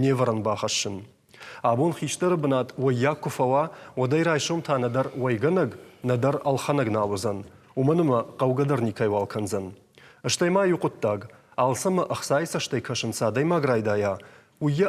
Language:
Ossetic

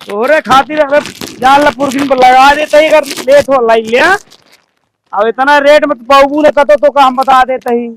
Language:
Awadhi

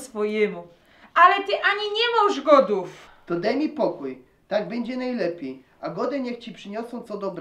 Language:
Silesian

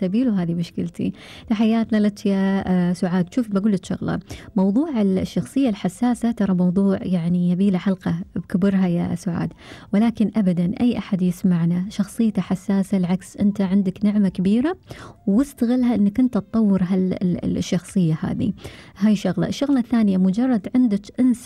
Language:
Gulf Arabic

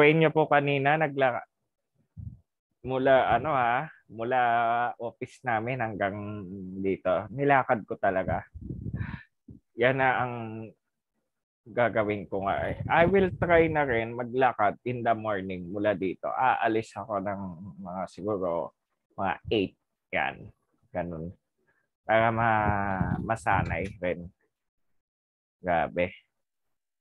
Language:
Filipino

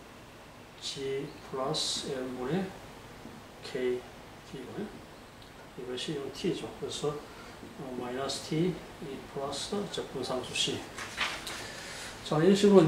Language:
Korean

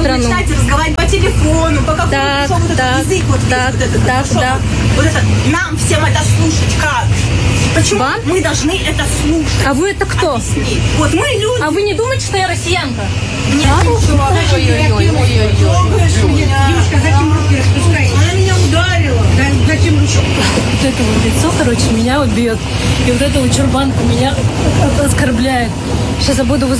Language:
Russian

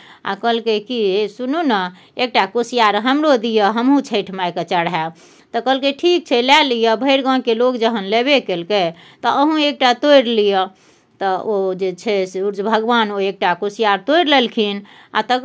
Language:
Maithili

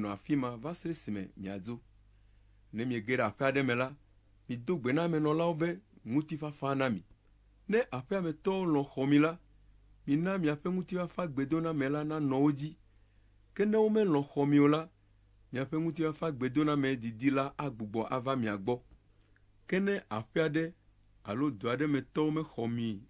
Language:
Ewe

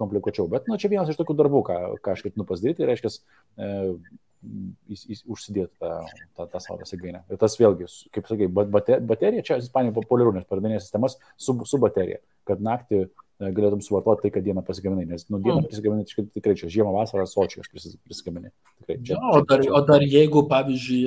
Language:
Lithuanian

